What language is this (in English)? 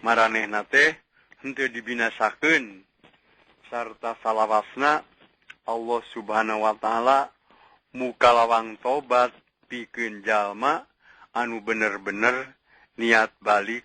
Sundanese